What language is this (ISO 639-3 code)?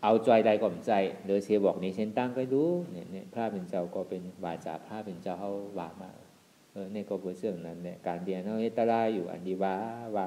shn